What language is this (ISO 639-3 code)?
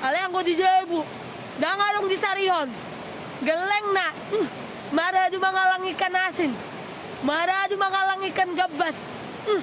bbc